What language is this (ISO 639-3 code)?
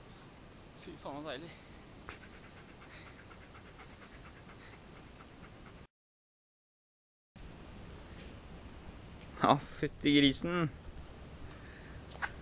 nor